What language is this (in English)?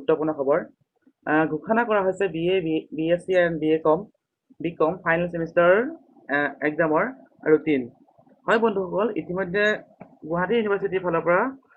Assamese